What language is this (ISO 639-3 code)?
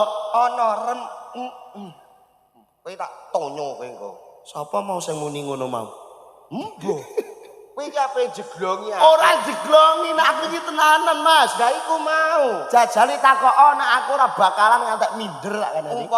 jav